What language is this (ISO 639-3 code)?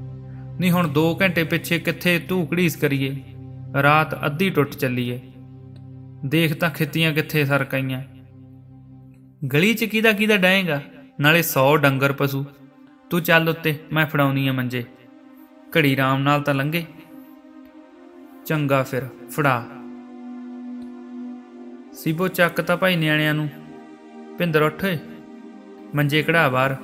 pan